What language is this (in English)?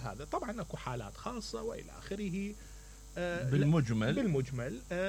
Mesopotamian Arabic